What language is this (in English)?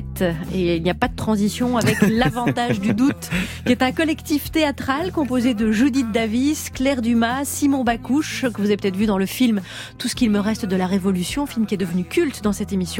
French